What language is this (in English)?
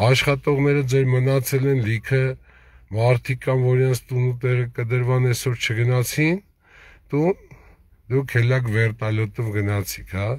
Armenian